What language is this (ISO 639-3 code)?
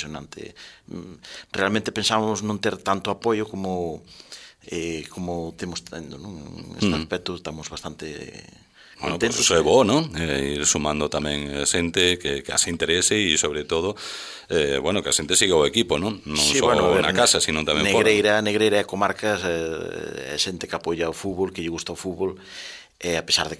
glg